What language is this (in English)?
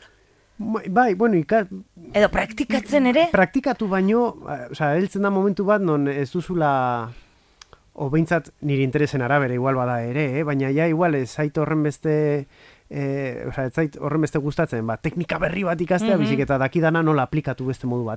Basque